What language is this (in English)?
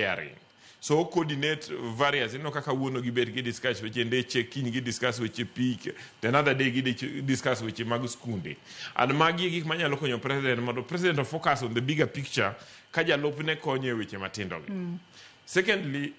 Luo (Kenya and Tanzania)